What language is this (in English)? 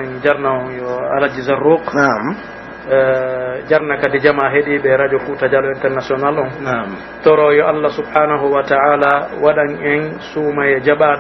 Pular